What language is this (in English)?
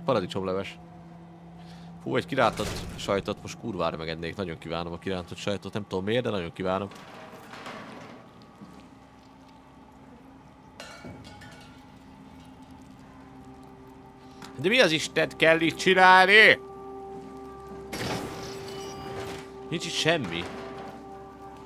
Hungarian